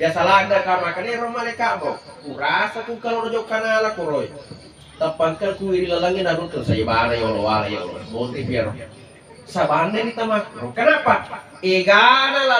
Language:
Buginese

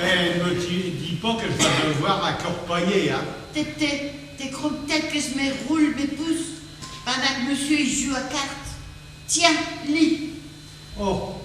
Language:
Picard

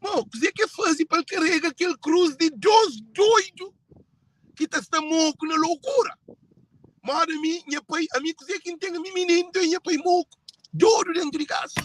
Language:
Kabuverdianu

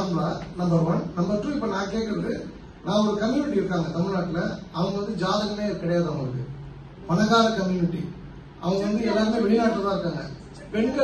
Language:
Tamil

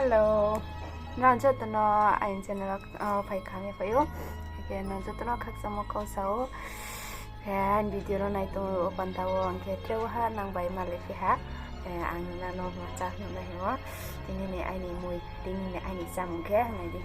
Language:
Riang (India)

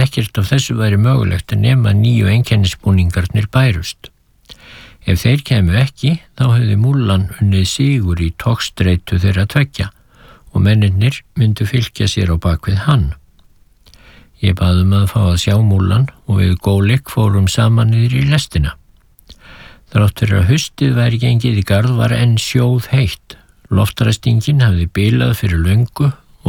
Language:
Icelandic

